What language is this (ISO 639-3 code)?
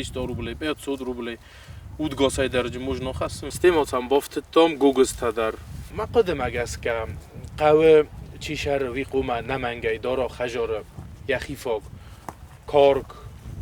oss